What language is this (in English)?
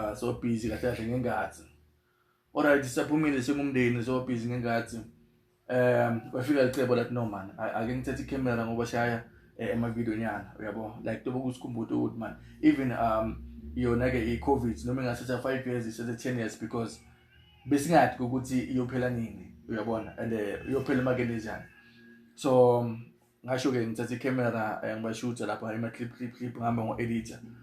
Zulu